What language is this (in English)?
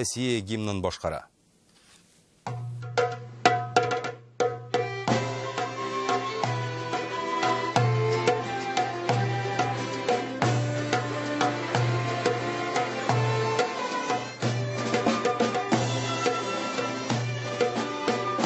Tatar